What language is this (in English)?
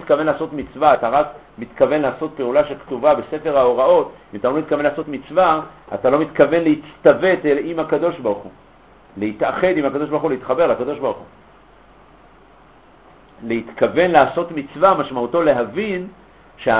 Hebrew